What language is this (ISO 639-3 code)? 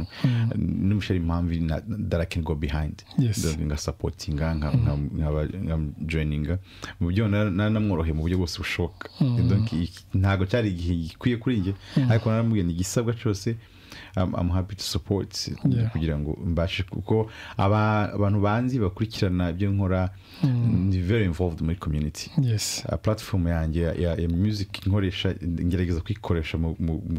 kin